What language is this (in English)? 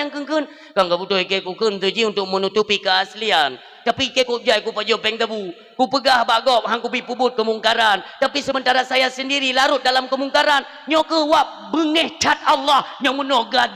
Achinese